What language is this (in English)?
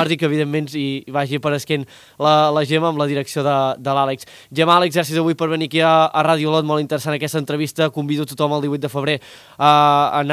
Catalan